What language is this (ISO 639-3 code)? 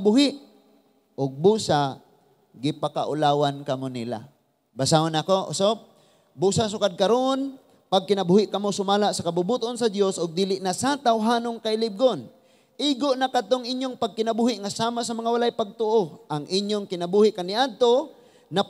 ceb